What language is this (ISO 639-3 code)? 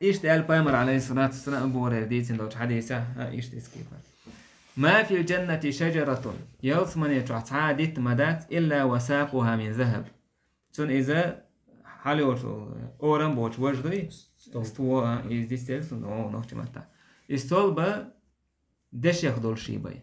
che